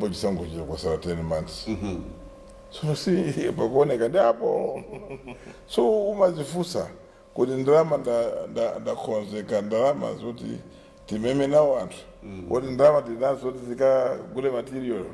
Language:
Nyanja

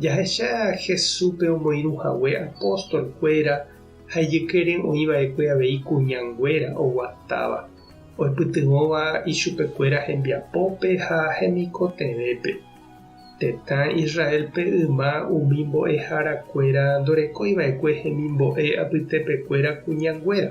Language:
Guarani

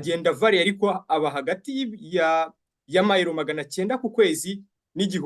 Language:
Kinyarwanda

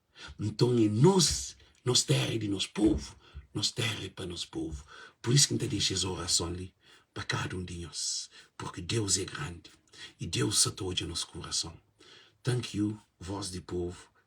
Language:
Kabuverdianu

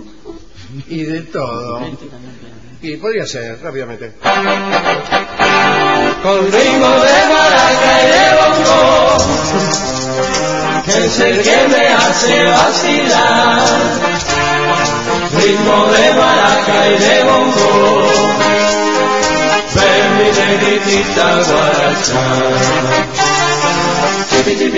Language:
Spanish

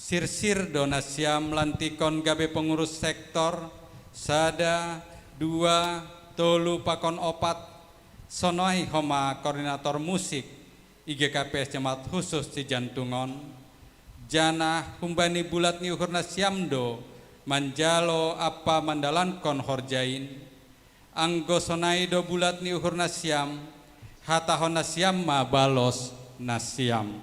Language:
Batak Simalungun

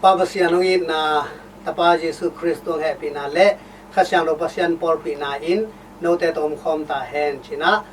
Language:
Tedim Chin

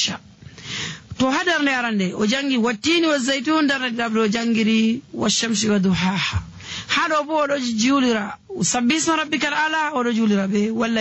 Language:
Nigerian Fulfulde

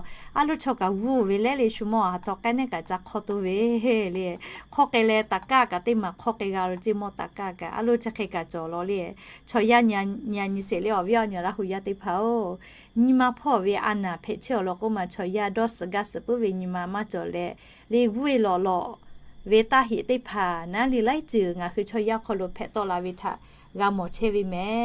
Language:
Lahu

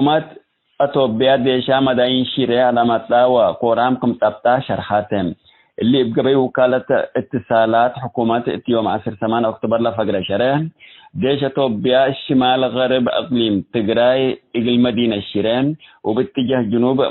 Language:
Tigre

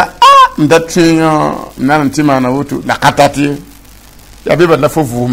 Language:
Mossi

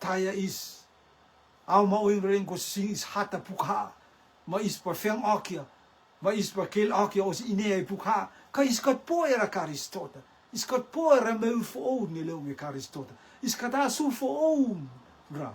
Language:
Rotuman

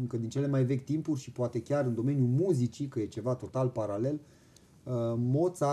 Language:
Romanian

